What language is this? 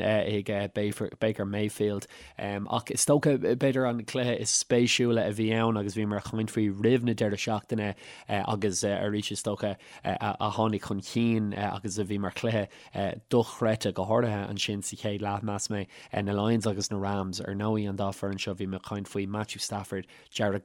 Irish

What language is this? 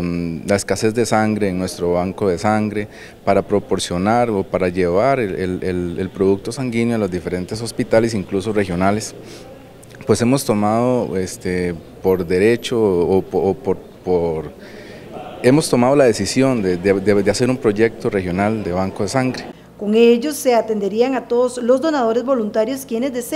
Spanish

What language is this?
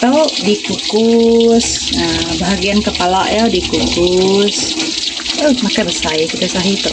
Iban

